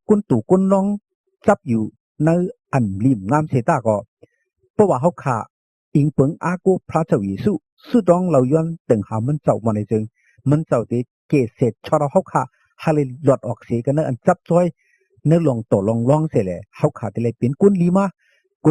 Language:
Shan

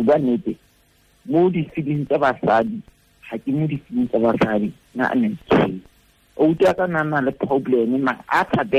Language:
Tswana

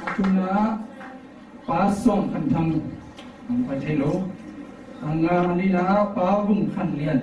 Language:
Tedim Chin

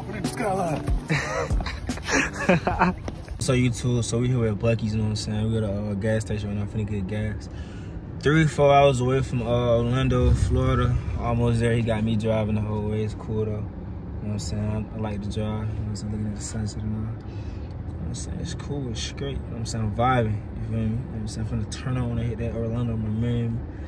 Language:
English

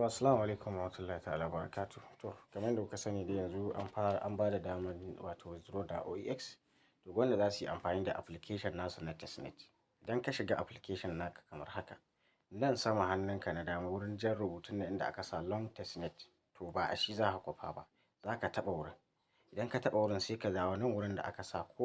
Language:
Hausa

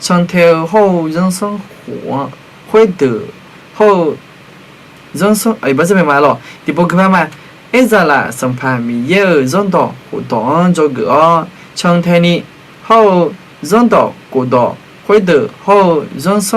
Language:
Akha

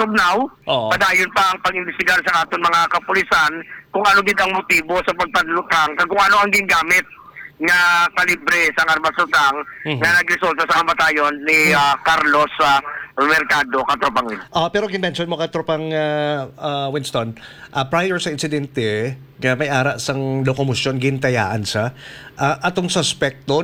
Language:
Hiligaynon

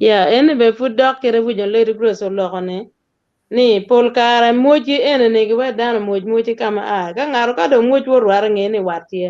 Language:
Acoli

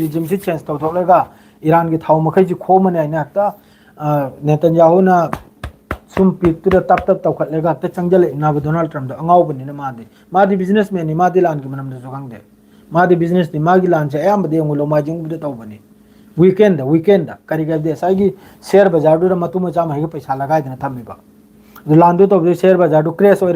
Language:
Manipuri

